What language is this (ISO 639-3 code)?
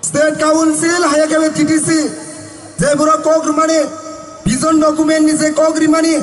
trp